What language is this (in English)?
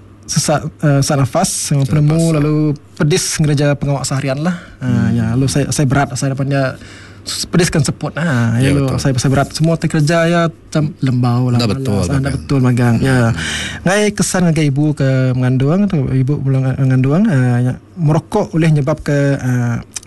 Iban